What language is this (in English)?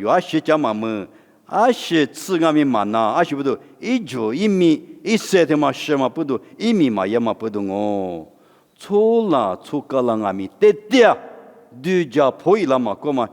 Lisu